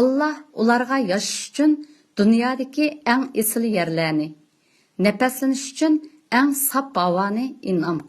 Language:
Uyghur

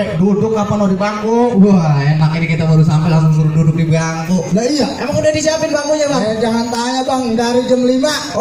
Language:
Betawi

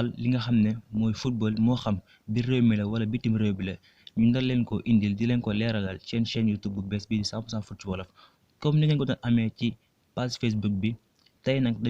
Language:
Wolof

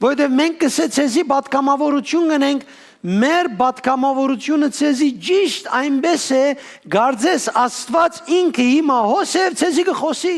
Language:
Western Armenian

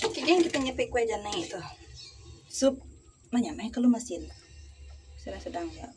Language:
Iban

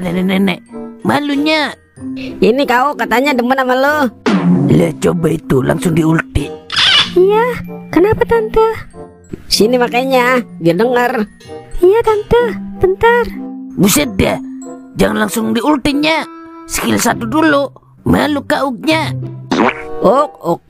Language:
Betawi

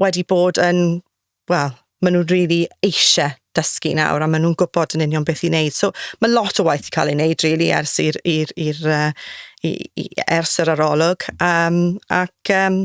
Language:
Welsh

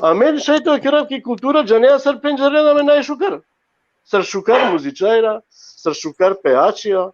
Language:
Balkan Romani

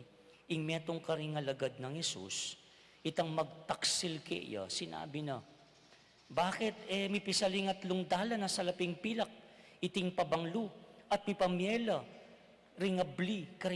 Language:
Pampanga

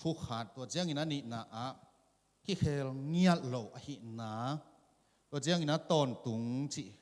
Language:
Tedim Chin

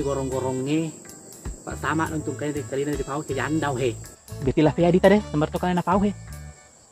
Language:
Buginese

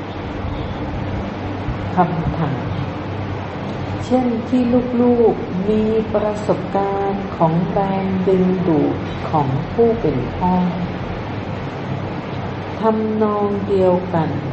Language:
Thai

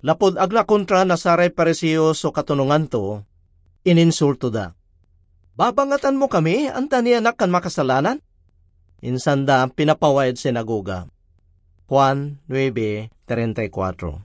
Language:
Pangasinan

